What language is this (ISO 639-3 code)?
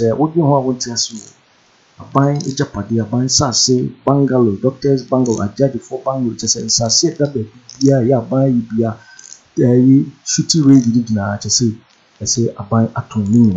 aka